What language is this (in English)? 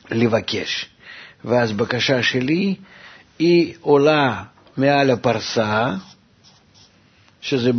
Hebrew